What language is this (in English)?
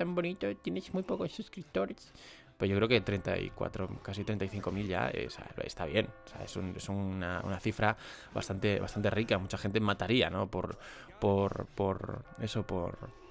Spanish